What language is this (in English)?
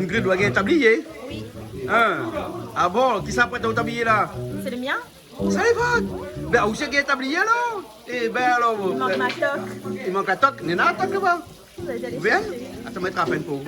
Réunion Creole French